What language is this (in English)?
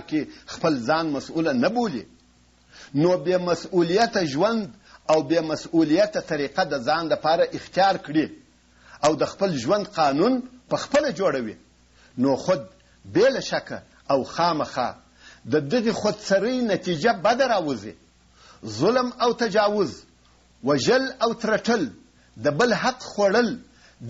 Pashto